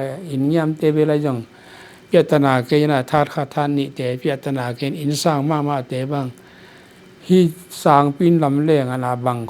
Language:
Tedim Chin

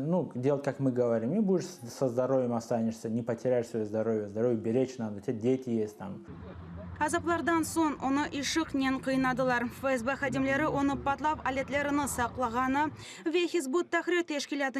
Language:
Crimean Tatar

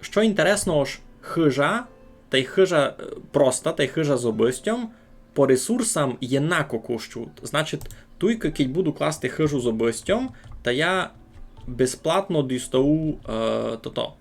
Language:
Rusyn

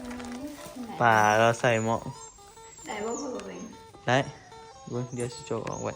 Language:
Northeastern Thai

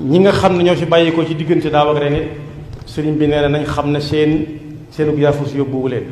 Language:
Wolof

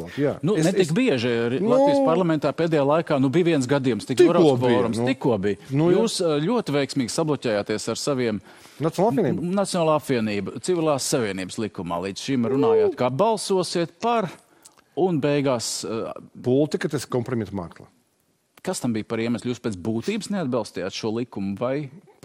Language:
Latvian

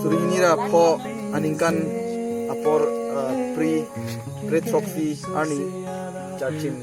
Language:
Karbi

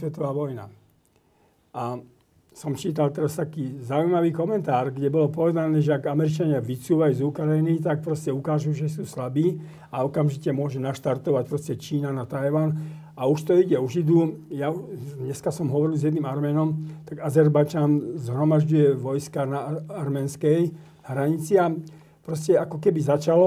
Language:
Slovak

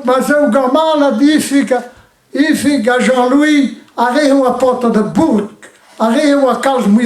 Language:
Breton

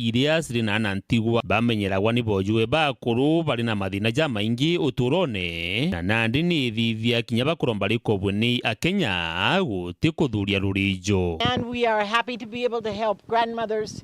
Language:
Meru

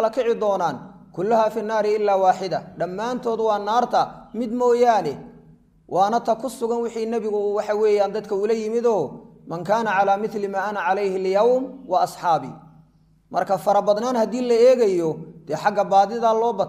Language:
Somali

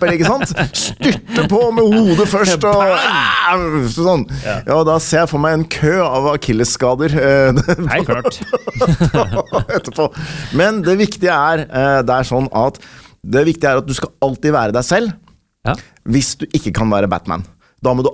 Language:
Norwegian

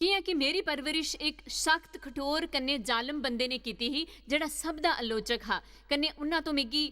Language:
Dogri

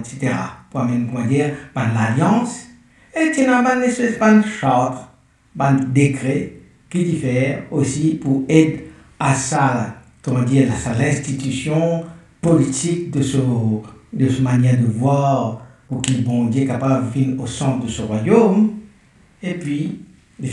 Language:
Morisyen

